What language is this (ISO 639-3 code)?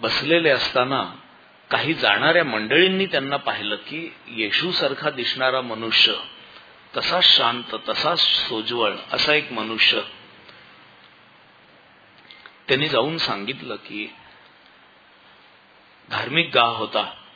mar